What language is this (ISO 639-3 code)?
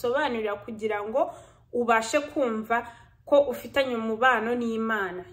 kin